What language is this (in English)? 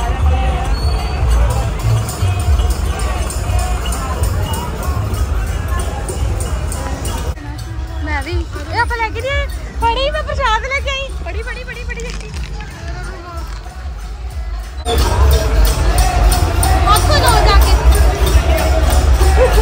Punjabi